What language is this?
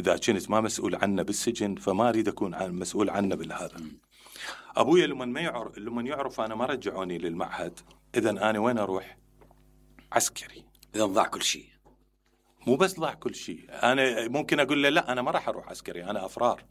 Mesopotamian Arabic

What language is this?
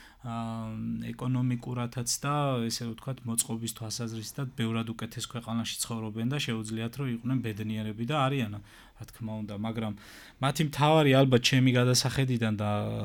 Georgian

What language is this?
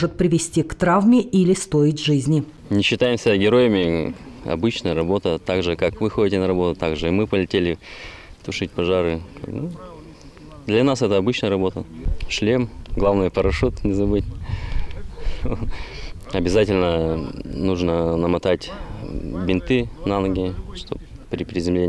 Russian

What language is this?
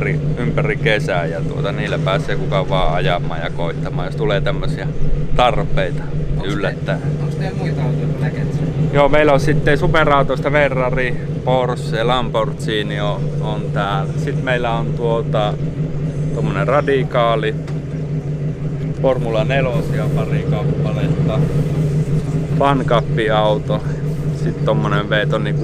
Finnish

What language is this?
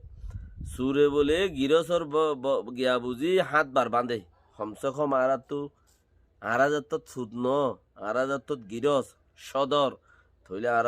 Rohingya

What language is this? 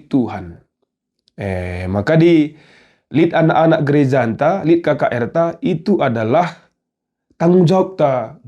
Batak Karo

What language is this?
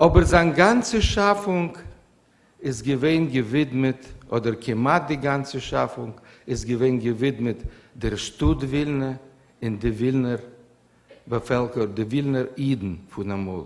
Yiddish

